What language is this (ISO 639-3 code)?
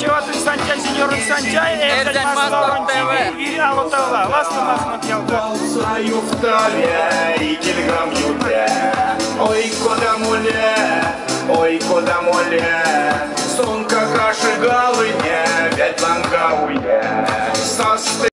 myv